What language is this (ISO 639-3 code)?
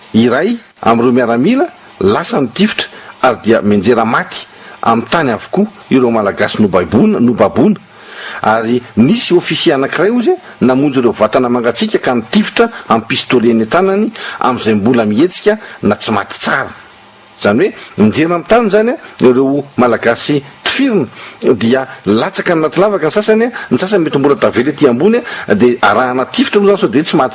mlg